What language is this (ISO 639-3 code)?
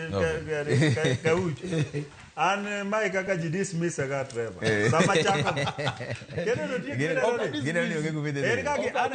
luo